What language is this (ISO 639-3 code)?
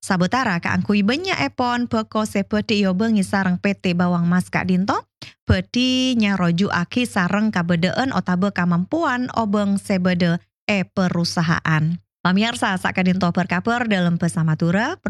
mad